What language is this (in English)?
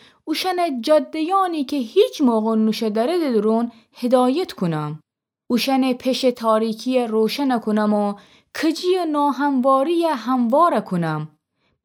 Gilaki